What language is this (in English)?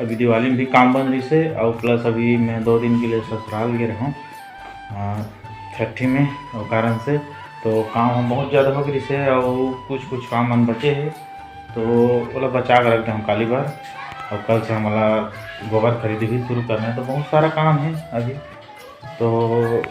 Chhattisgarhi